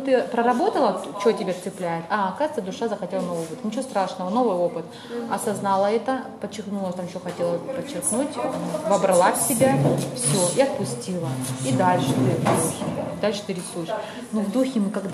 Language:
Russian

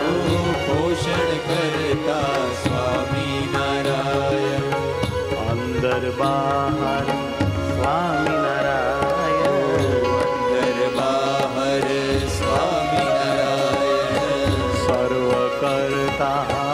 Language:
Gujarati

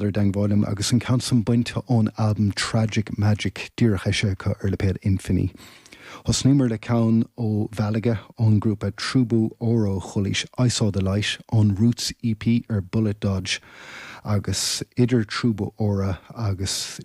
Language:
Irish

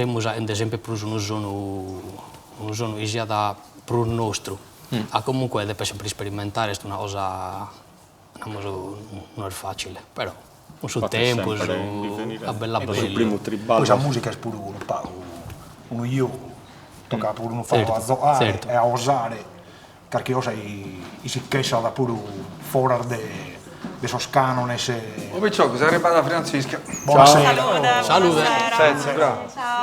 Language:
Sardinian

